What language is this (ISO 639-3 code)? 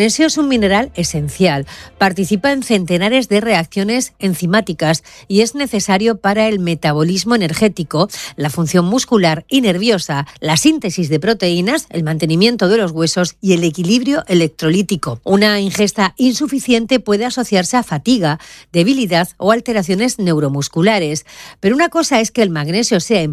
spa